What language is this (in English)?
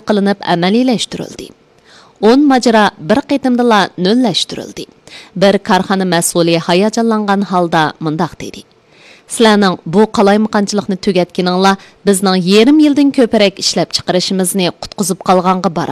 Uyghur